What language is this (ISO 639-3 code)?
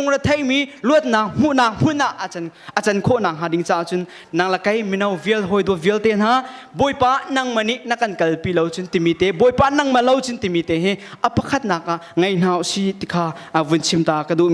cnh